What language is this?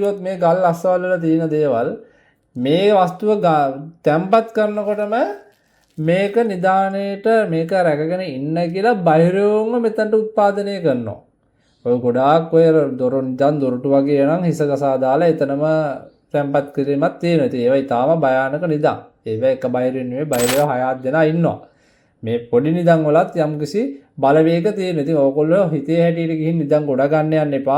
Sinhala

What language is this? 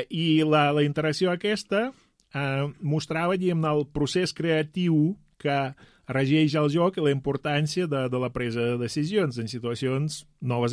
Catalan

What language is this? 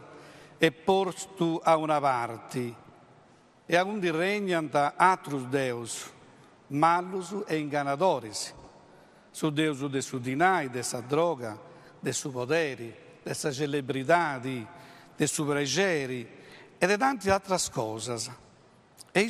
Sardinian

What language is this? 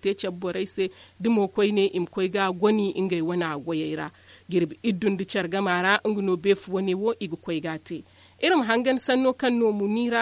Zarma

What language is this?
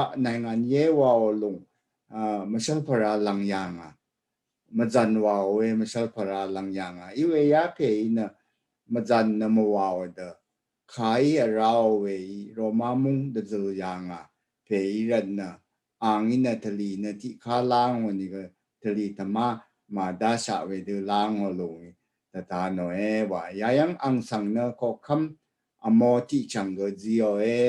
Rawang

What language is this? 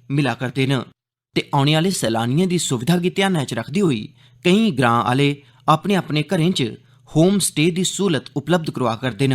Dogri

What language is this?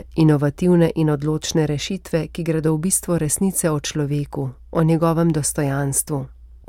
Slovenian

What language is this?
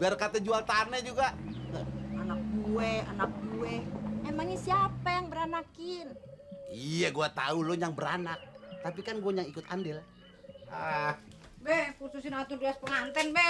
Betawi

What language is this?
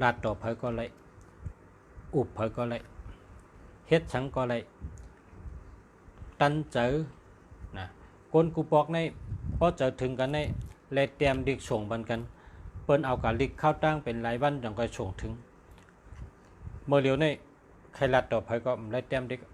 Shan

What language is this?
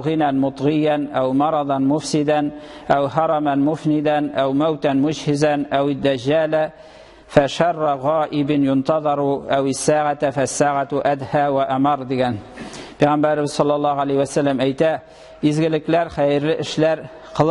Tatar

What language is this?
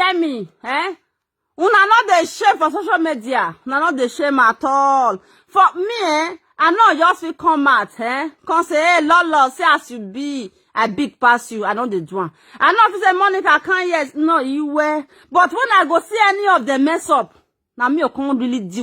Nigerian Pidgin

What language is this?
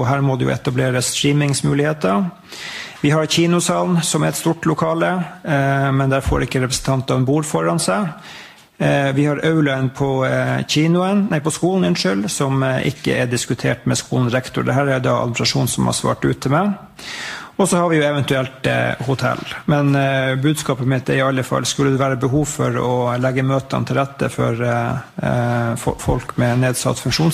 Norwegian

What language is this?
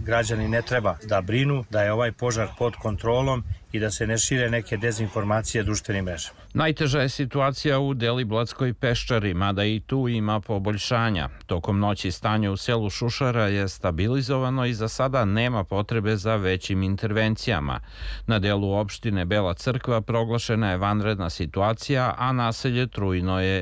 Serbian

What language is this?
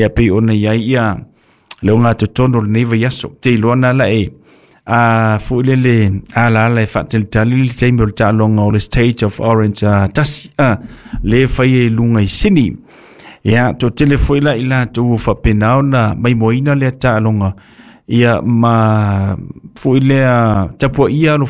Samoan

